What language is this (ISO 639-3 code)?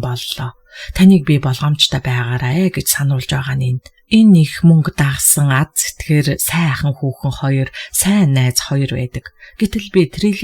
mon